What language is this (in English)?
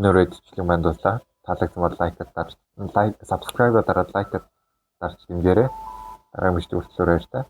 Mongolian